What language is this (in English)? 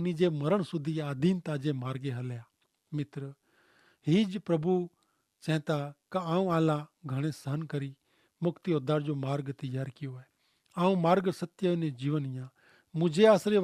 Kachhi